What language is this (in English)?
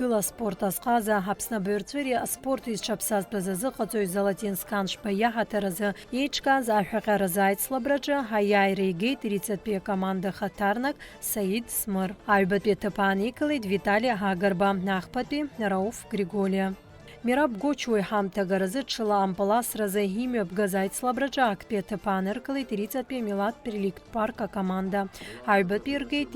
Abkhazian